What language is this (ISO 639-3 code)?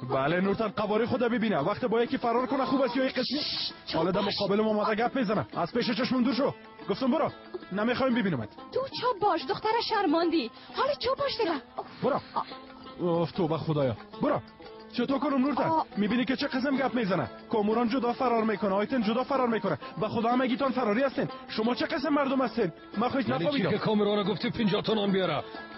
fas